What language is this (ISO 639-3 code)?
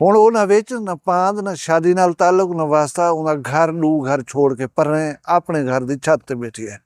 skr